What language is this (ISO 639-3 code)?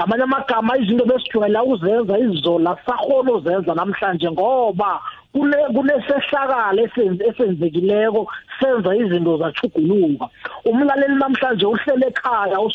nbl